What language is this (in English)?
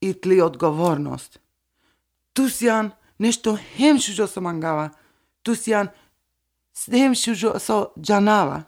Macedonian